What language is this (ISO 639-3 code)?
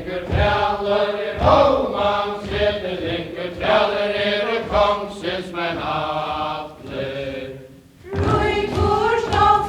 fao